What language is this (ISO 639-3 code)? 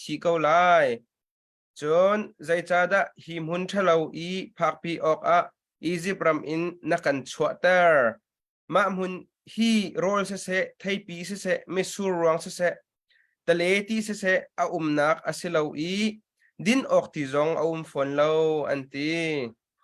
cnh